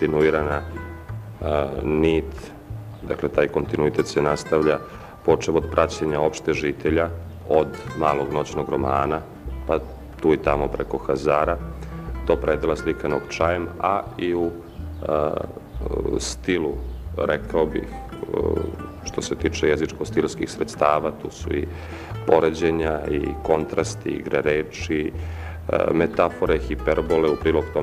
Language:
Serbian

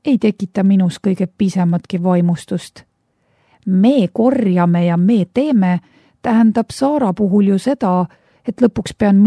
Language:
Estonian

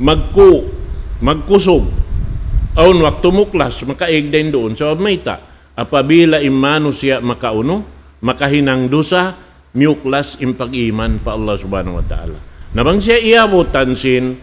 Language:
Tausug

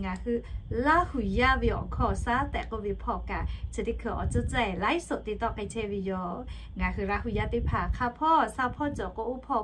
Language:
Lahu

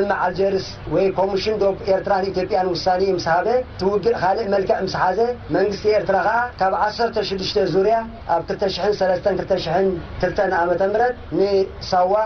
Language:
Tigrinya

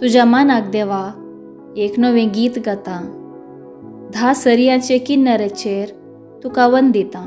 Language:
Konkani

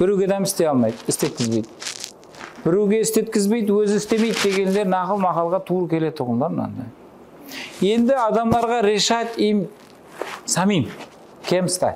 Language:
Kara-Kalpak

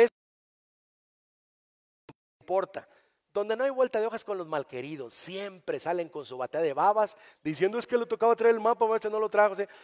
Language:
Spanish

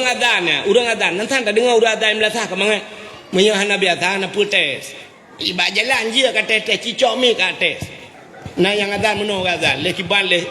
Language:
Achinese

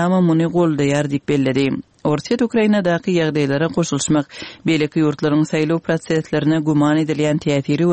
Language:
Kyrgyz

